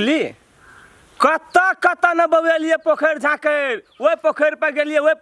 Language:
Maithili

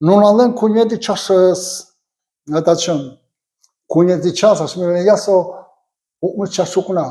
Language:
Udmurt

